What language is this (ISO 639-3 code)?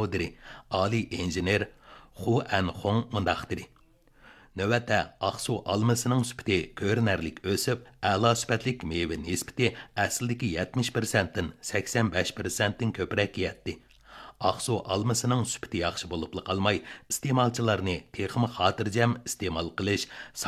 uig